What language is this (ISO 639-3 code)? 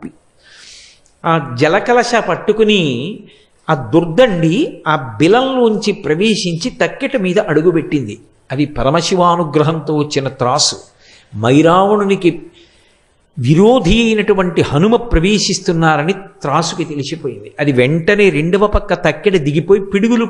tel